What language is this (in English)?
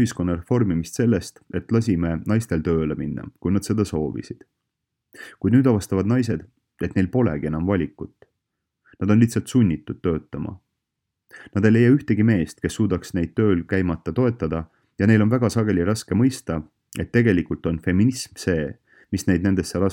Estonian